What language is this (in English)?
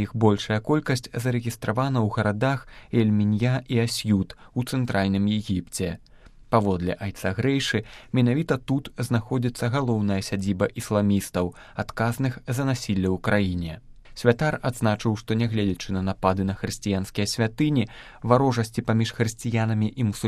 Belarusian